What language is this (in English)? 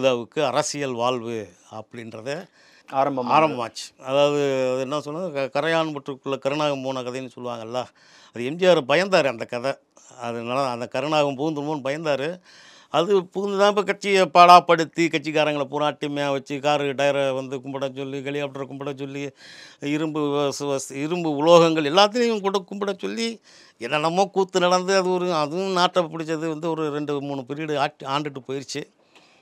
Tamil